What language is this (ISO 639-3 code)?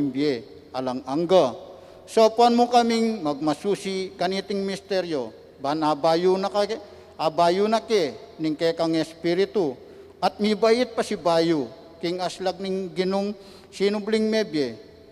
pam